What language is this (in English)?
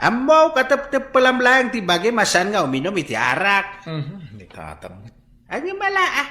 Iloko